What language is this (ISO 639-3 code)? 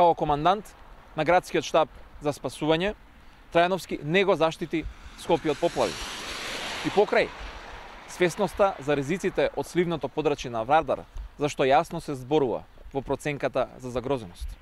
mkd